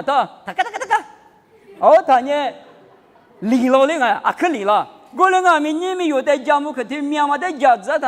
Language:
Lisu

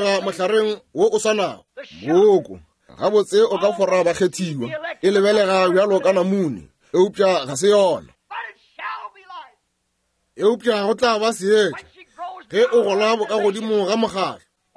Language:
Northern Sotho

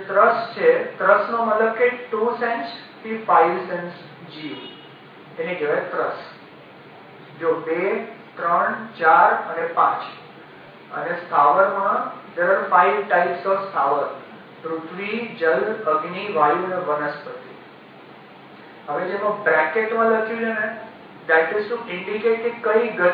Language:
Gujarati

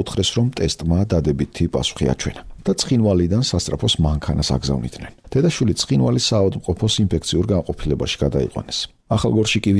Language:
Georgian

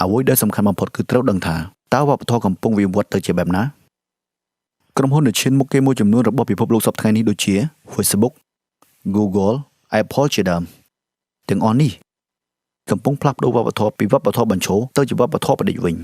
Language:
Khmer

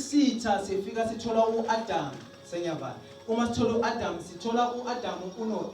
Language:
Zulu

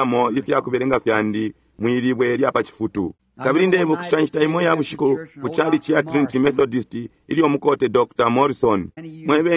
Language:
Bemba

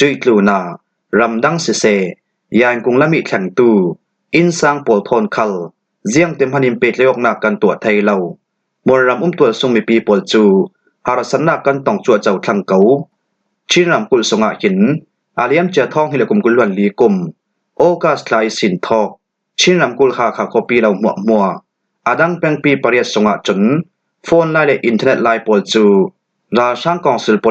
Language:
Falam Chin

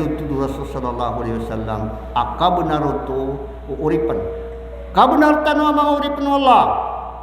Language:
Maranao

